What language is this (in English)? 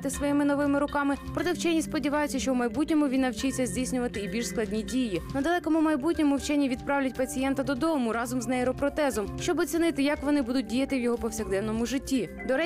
Ukrainian